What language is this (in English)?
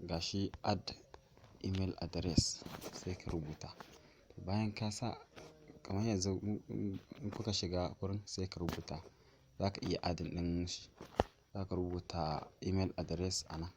Hausa